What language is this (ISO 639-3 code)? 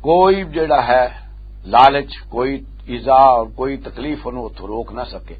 lah